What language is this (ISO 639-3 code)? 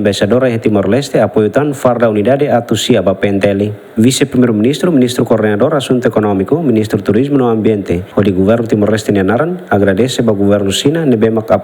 tet